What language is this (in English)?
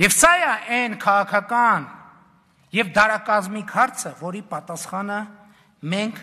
Armenian